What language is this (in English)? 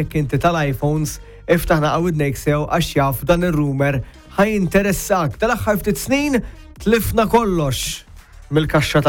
Maltese